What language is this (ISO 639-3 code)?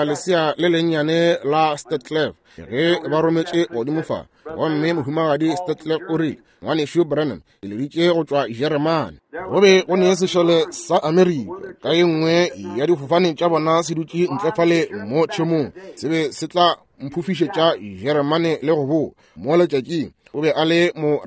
nso